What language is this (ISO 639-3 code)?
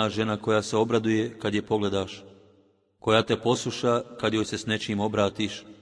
bos